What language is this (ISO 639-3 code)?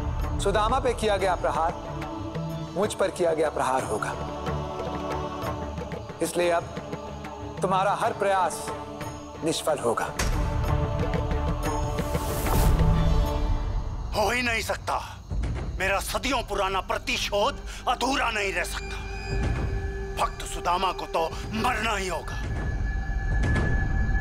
hin